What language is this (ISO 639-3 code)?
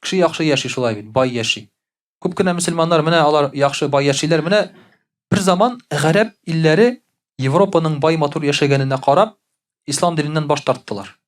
tat